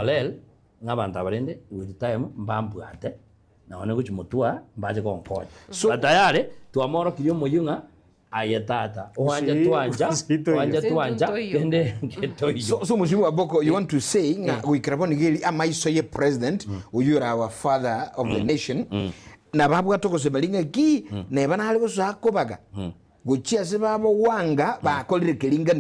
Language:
Gusii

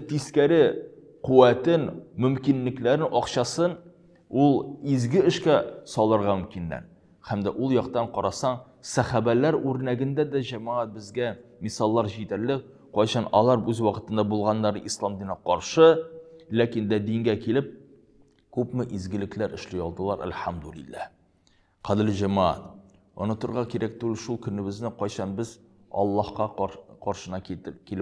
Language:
Tatar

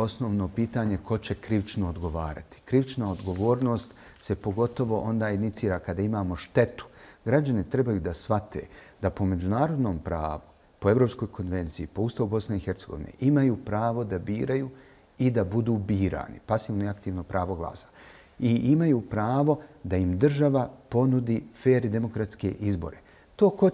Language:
Bosnian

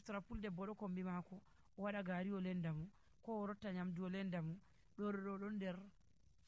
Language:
Nigerian Fulfulde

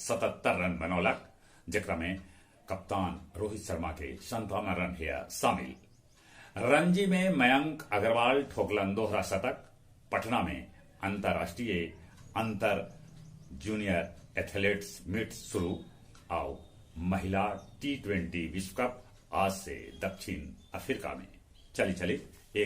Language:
Magahi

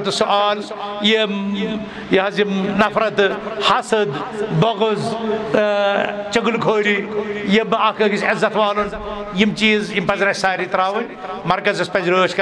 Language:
Kashmiri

